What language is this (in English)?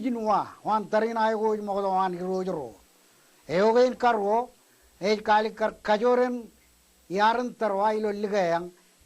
Marshallese